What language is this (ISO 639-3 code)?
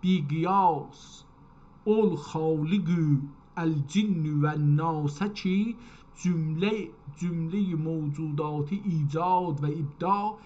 azb